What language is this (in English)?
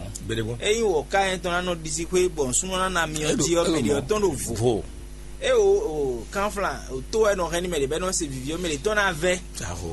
Fon